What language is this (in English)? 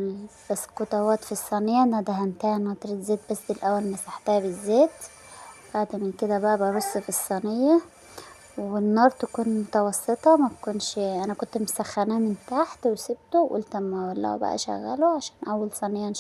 Egyptian Arabic